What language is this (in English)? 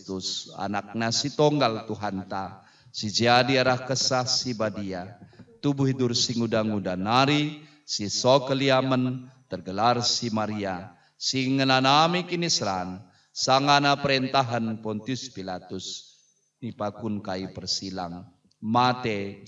Batak Karo